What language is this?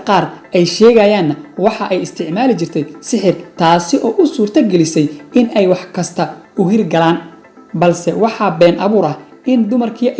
Somali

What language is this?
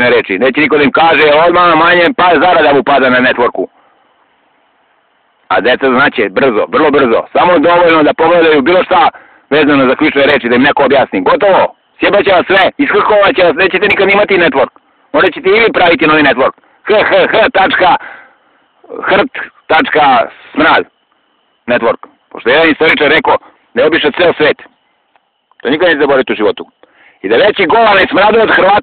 Serbian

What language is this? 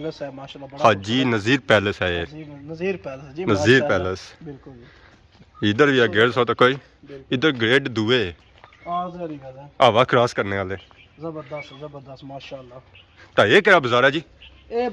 Pahari-Potwari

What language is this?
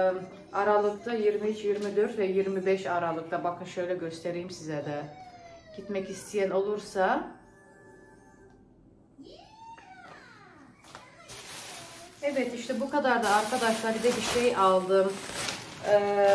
Turkish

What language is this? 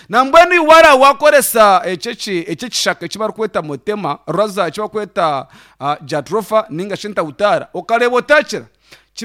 Nyankole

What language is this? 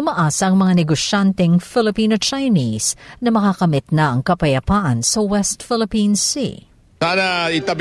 Filipino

